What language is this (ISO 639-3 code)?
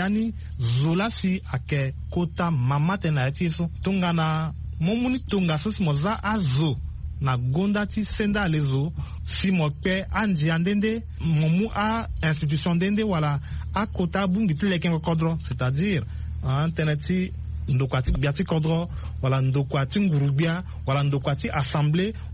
sag